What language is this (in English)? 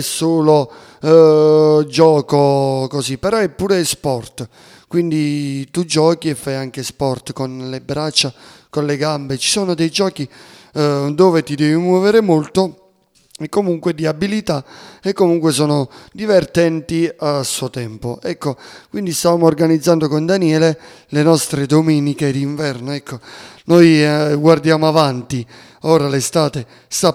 Italian